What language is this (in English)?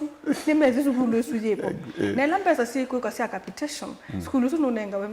Kamba